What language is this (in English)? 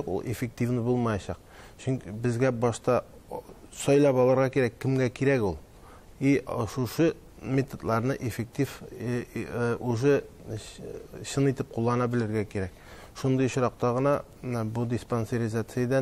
Tatar